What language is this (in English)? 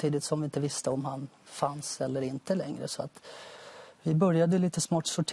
Swedish